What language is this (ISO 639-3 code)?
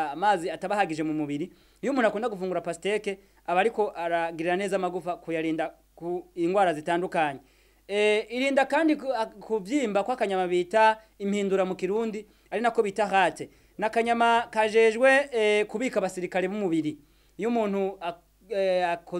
run